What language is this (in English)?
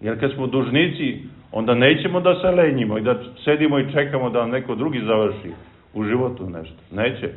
Serbian